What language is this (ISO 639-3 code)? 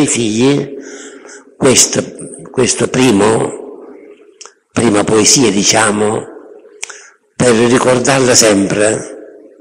ita